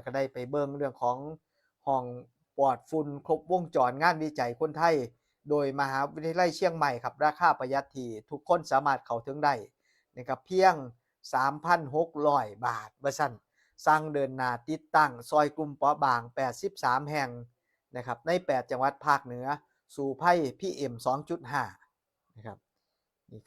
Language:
Northeastern Thai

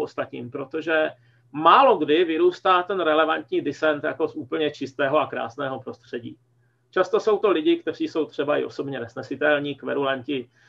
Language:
Czech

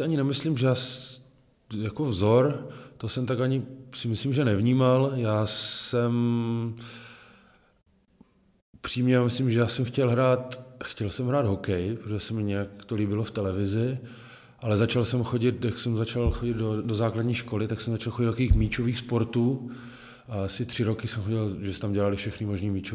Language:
Czech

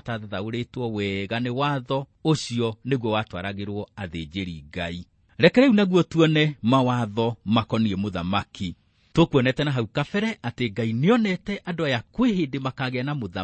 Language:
Kikuyu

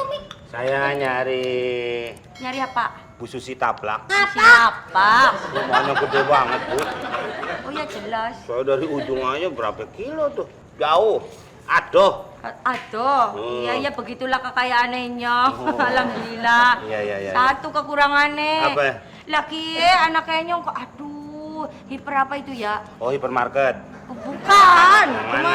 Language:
Betawi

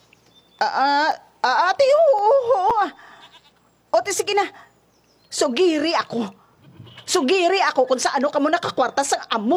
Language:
Hiligaynon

